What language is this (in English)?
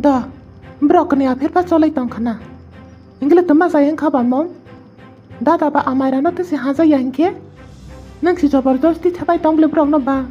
Kok Borok